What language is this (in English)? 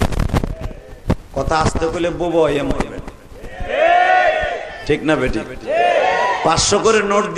Bangla